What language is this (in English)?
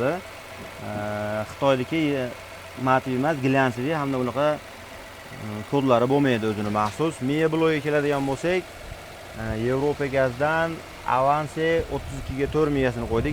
Uzbek